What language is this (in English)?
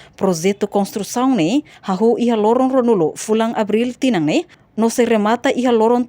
Tetum